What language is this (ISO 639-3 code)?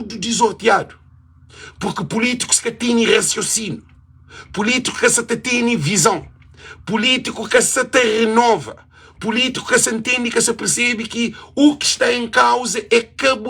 kea